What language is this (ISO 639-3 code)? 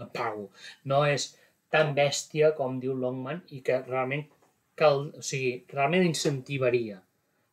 cat